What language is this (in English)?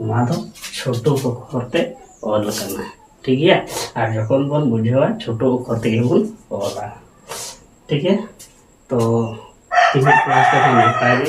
Santali